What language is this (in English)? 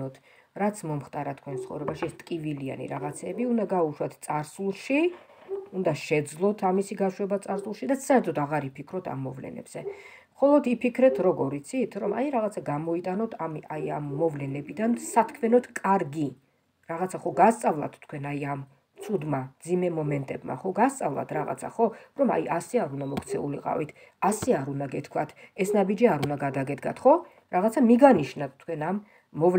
Georgian